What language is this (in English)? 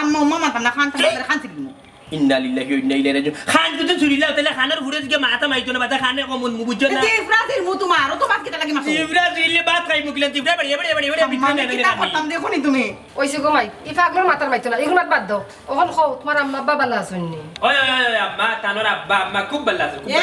Sylheti